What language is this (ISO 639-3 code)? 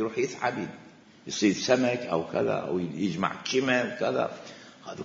acm